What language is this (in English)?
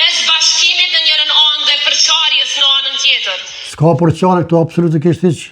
Albanian